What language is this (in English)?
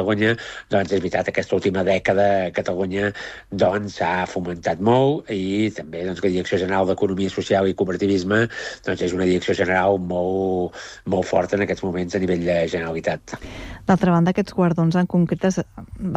Catalan